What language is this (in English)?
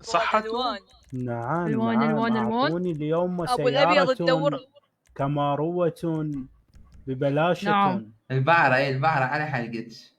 Mesopotamian Arabic